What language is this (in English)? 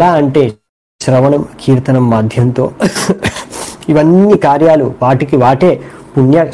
Telugu